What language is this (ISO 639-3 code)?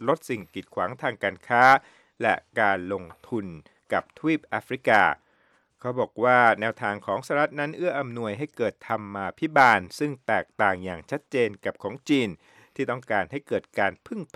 tha